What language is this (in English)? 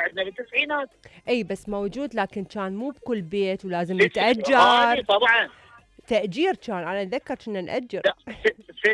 Mesopotamian Arabic